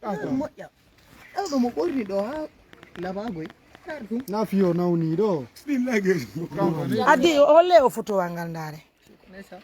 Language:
Pular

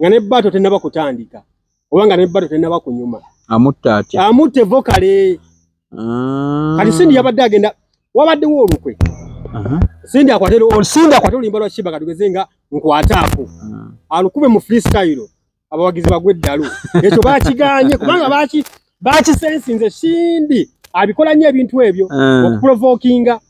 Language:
Ganda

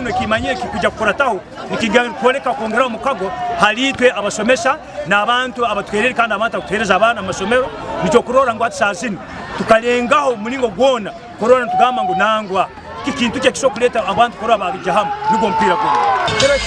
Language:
Nyankole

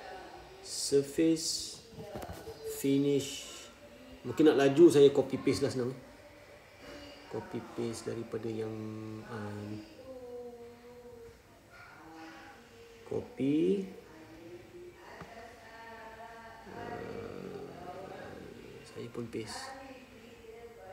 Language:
Malay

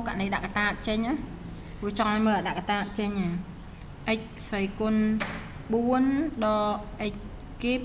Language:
Khmer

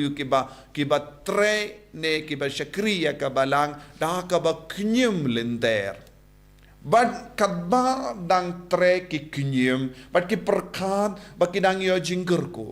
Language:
Khasi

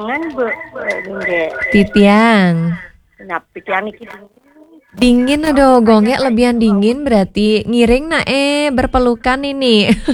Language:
Balinese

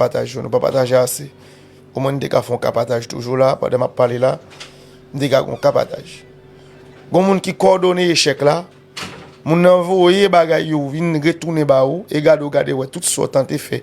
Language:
Haitian Creole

